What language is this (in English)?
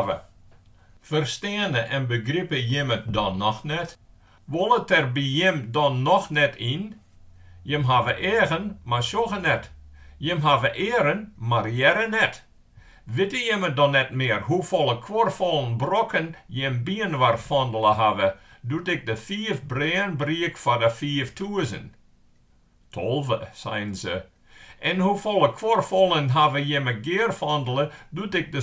Western Frisian